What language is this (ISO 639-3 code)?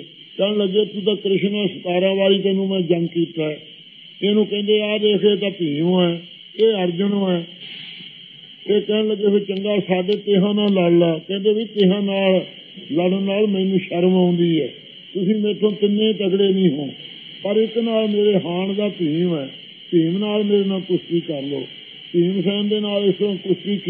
pan